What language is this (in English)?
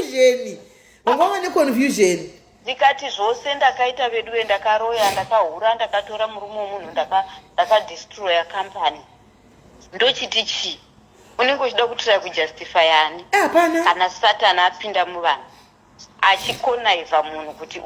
Shona